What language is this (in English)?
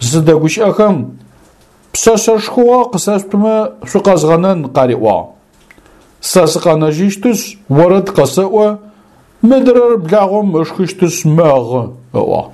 Adyghe